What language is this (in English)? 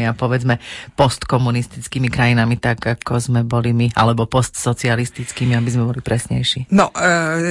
Slovak